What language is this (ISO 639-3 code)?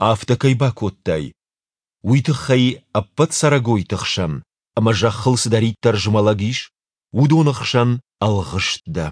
oss